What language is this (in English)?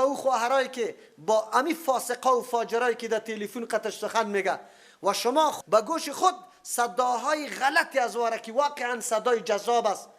Persian